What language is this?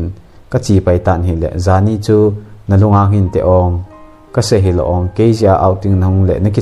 Thado Chin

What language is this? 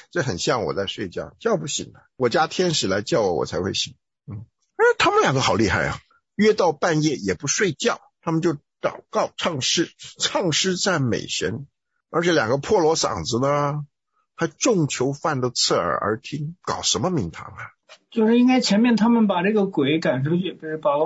Chinese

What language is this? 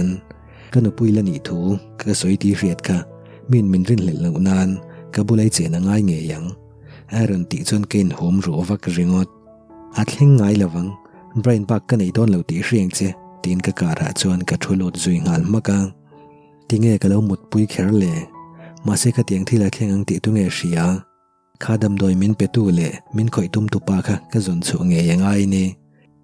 Mizo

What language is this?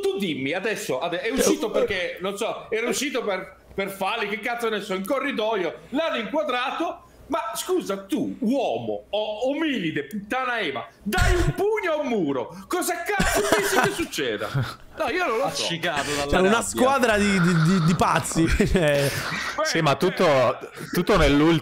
Italian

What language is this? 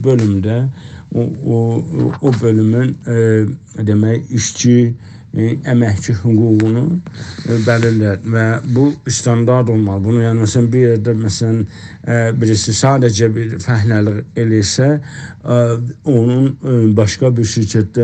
South Azerbaijani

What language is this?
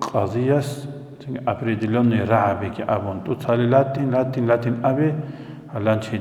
Avaric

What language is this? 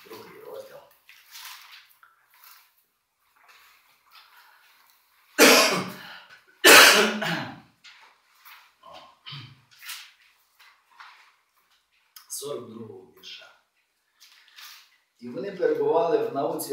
Ukrainian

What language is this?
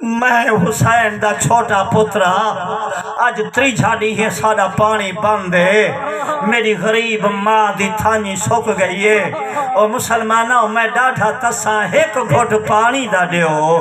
Saraiki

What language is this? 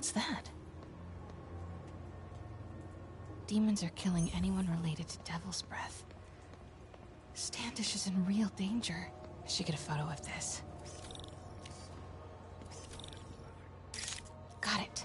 English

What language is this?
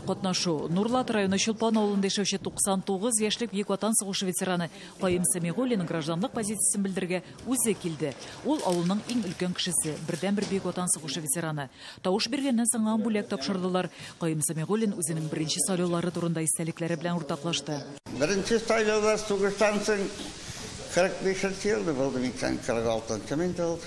Tatar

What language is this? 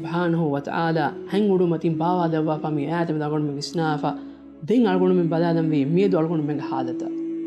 Divehi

